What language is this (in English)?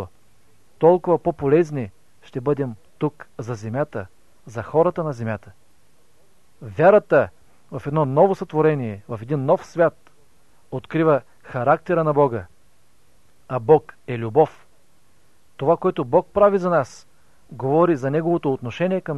Bulgarian